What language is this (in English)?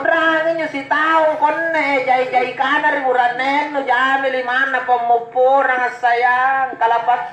Makasar